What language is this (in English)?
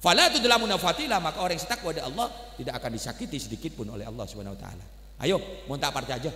Madurese